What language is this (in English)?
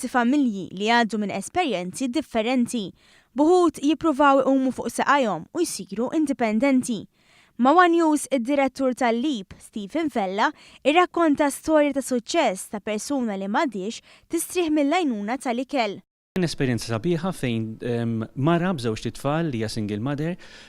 Maltese